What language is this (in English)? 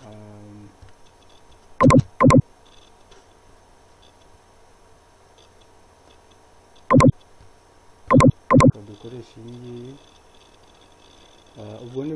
Kinyarwanda